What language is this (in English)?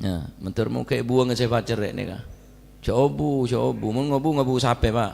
Madurese